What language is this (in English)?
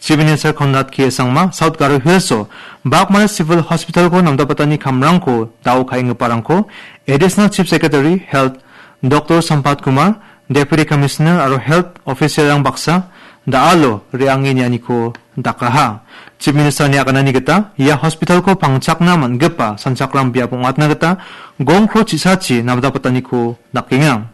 Garo